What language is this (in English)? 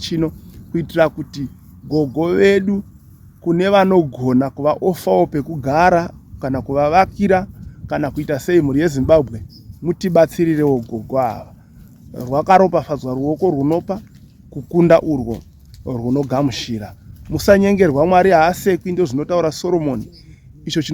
Shona